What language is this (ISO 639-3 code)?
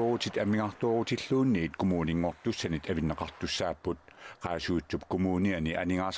kal